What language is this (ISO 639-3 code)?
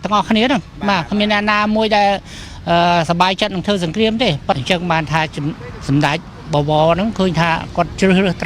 khm